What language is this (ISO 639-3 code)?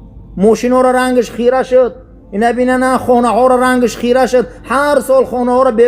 tgk